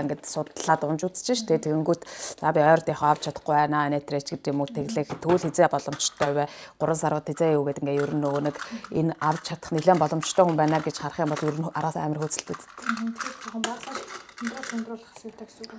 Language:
Mongolian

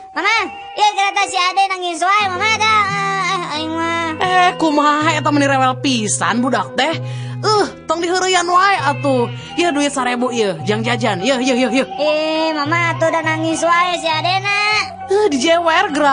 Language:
Sundanese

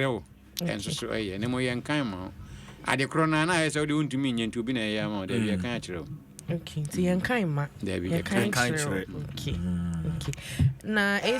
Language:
Akan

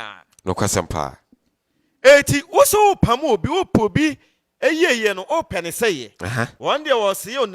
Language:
Akan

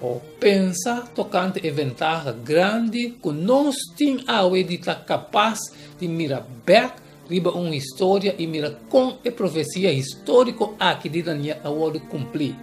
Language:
Papiamento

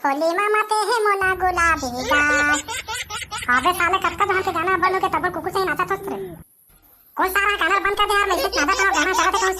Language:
Chhattisgarhi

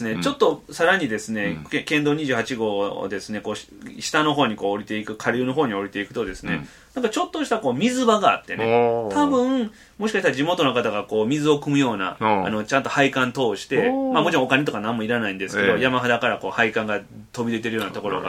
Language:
Japanese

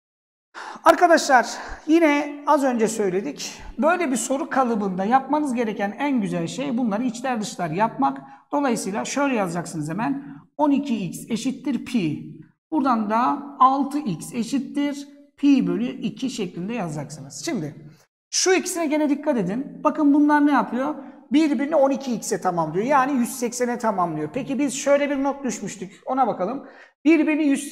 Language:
Turkish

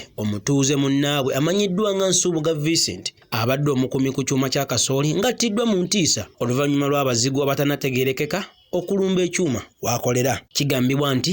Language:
Ganda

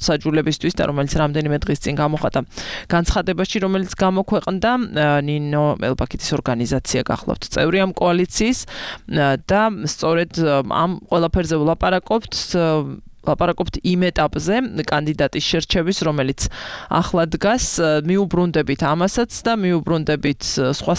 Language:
Georgian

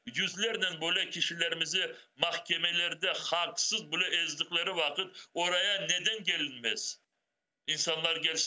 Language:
Crimean Tatar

